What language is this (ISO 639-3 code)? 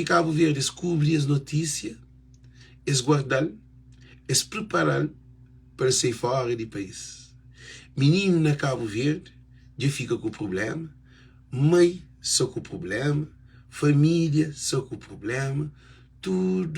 kea